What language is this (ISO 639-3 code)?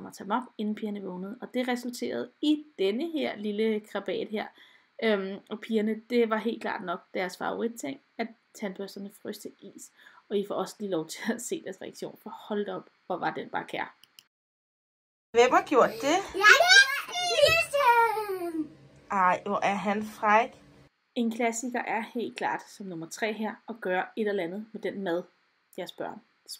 dan